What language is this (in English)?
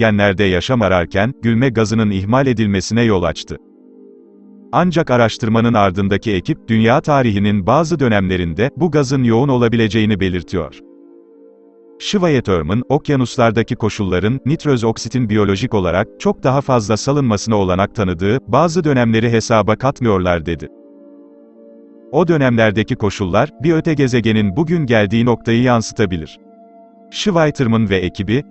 Turkish